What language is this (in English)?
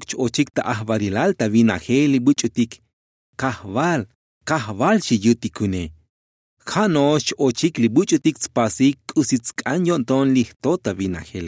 Tzotzil